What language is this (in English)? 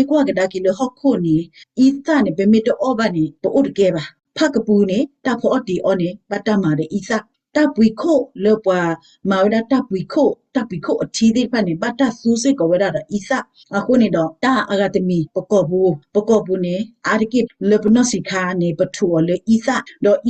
S'gaw Karen